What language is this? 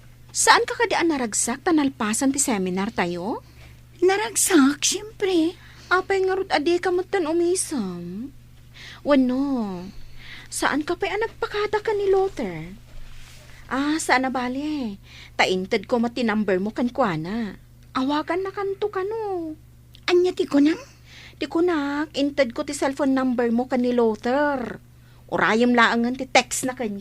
Iloko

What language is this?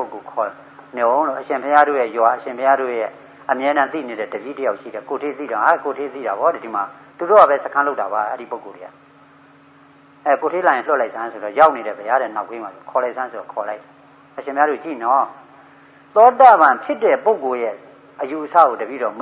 Burmese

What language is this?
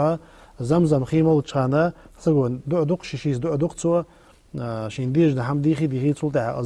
Ingush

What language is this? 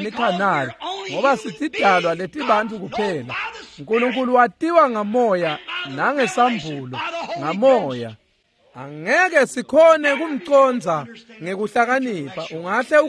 Swati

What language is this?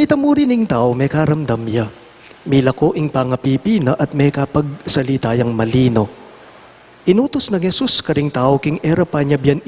Pampanga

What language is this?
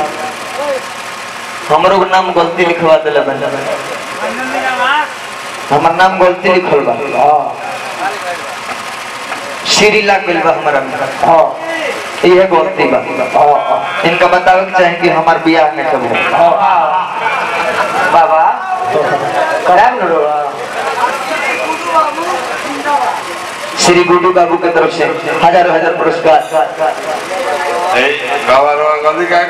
Bhojpuri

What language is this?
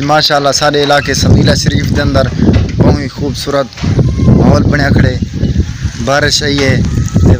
Saraiki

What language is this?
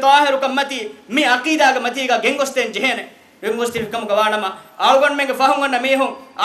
Divehi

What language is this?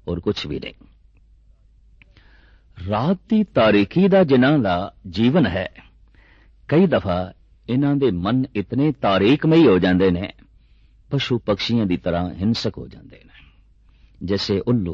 Punjabi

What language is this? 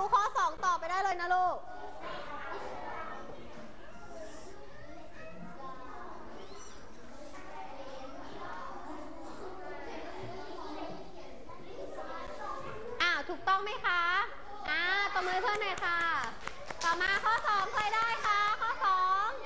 Thai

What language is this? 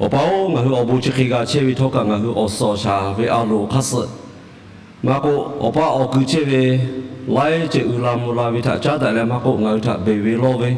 Lahu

